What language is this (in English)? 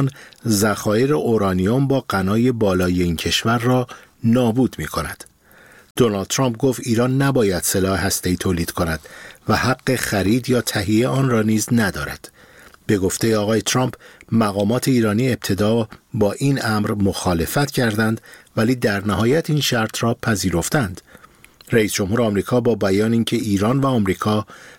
Persian